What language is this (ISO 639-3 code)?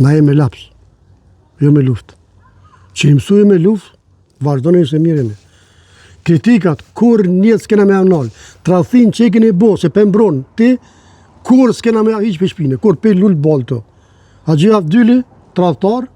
sqi